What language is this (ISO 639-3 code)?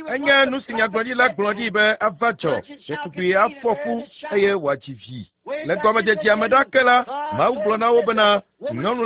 ewe